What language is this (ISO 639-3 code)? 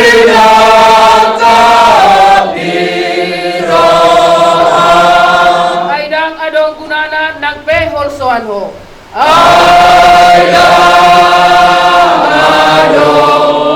bbc